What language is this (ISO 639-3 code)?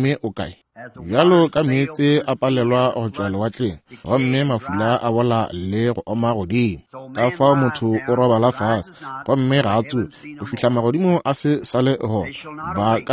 nso